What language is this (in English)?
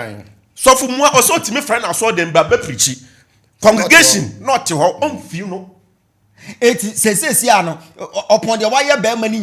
Akan